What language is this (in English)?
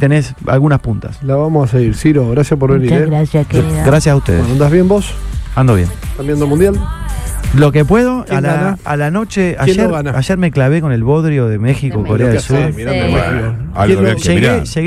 Spanish